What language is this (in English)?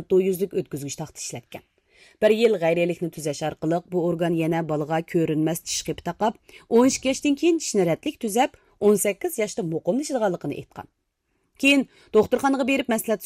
Uyghur